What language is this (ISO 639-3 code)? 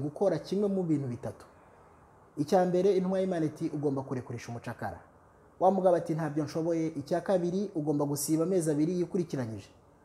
kin